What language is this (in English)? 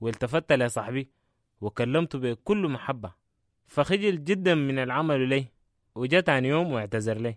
Sudanese Arabic